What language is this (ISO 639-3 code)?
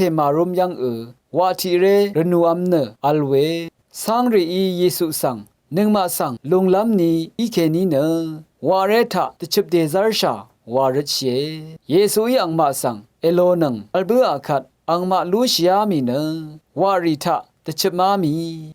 raw